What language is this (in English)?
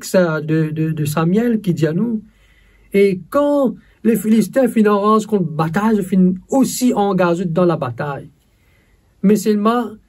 Morisyen